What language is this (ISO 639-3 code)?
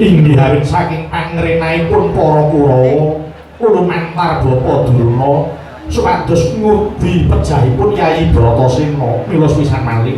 jav